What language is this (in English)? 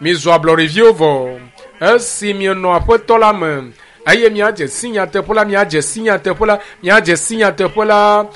Ewe